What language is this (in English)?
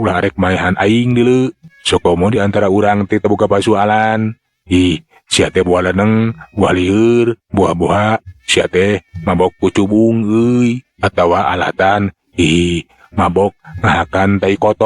Sundanese